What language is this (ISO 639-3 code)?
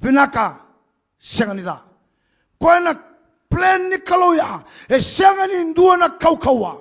fij